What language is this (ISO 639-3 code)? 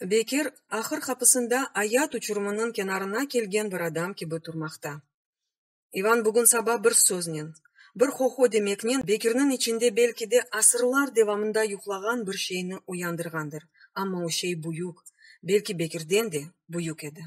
crh